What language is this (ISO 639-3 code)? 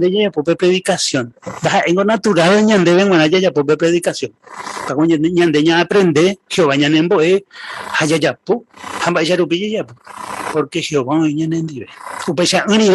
grn